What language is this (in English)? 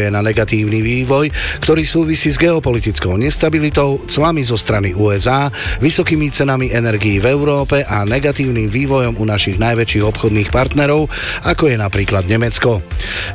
Slovak